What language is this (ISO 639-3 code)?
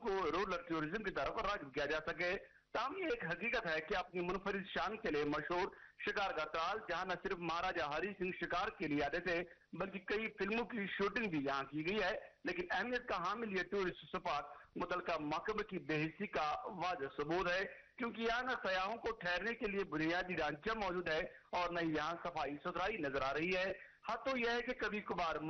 urd